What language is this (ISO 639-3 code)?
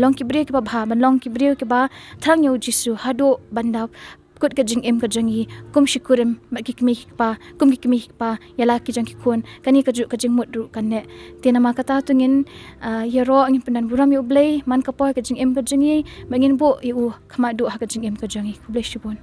kha